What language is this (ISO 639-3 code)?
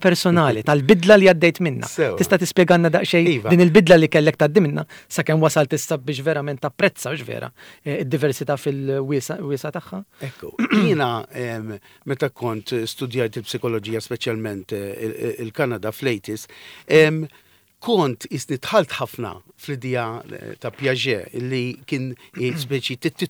mlt